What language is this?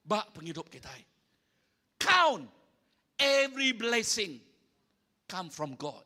Iban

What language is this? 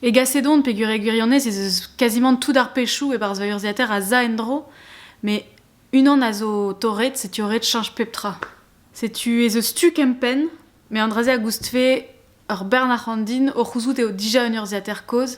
Breton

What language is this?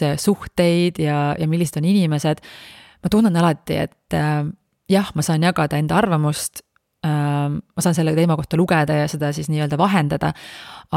Estonian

